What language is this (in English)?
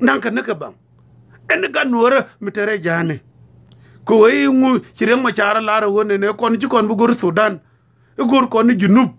Nuer